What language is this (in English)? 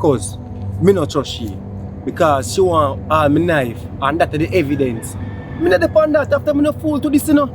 Jamaican Creole English